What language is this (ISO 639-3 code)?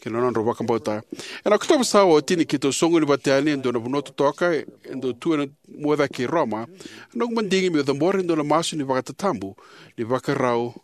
fij